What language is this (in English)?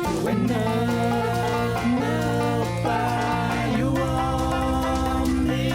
Kalaallisut